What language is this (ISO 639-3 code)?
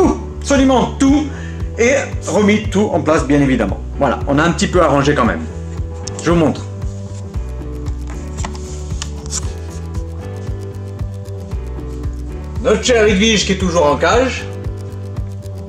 fra